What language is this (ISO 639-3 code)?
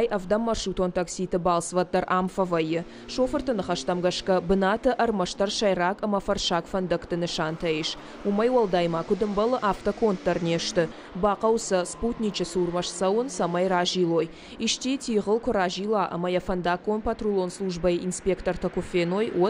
oss